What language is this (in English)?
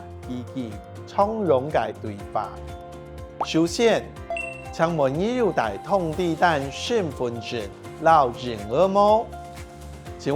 Hakka Chinese